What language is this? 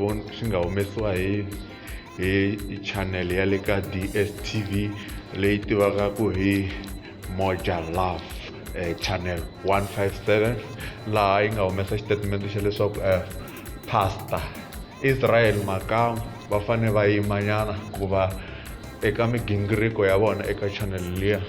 Tsonga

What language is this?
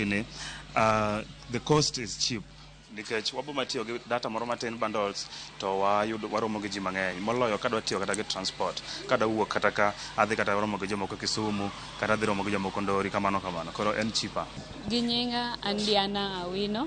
Luo (Kenya and Tanzania)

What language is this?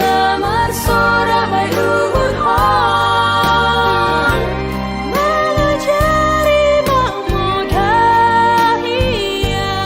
Batak Simalungun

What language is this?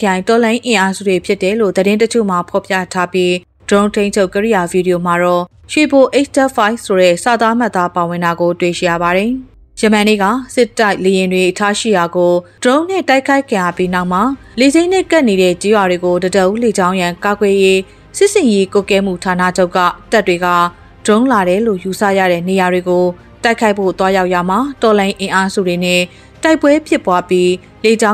Burmese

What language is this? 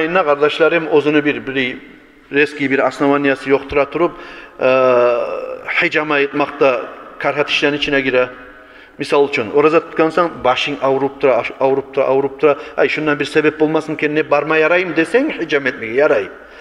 Kumyk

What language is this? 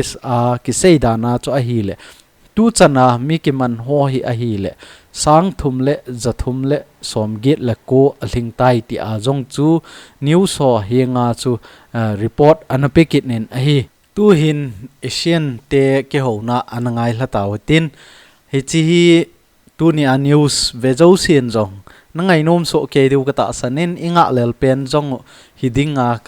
Thado Chin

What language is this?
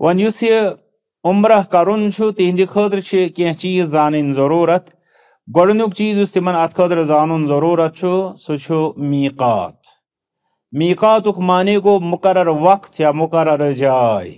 Kashmiri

